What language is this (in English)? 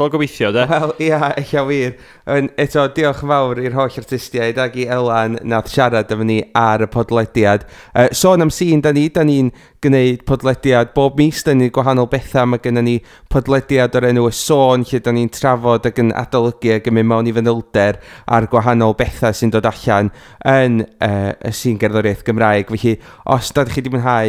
Welsh